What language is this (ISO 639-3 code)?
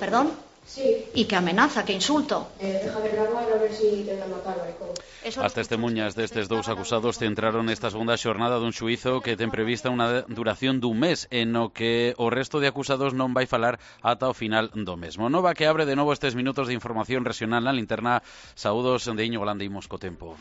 glg